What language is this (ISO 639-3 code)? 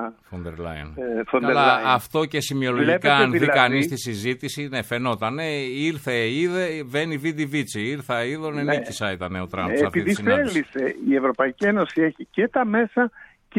ell